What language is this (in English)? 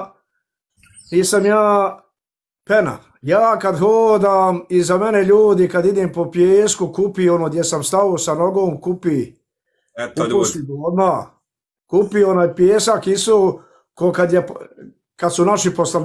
Bosnian